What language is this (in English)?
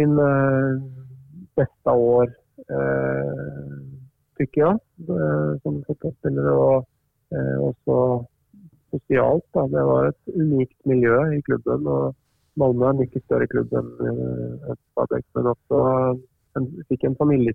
Norwegian